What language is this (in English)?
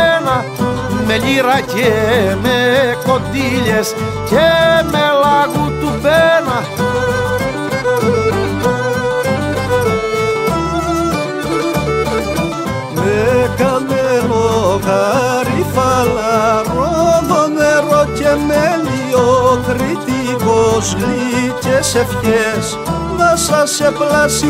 Greek